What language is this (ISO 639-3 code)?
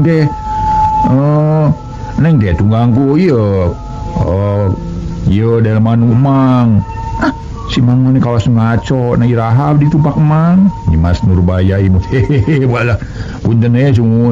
sun